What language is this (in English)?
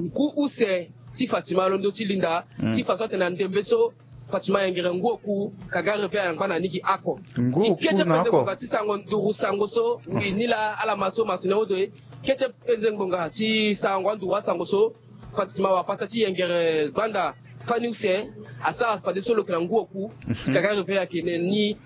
Sango